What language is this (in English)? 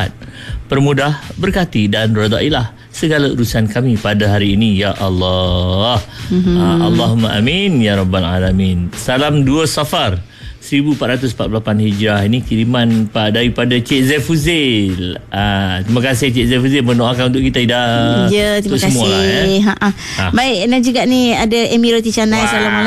Malay